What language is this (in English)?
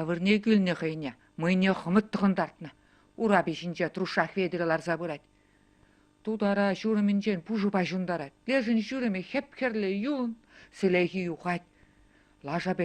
Chuvash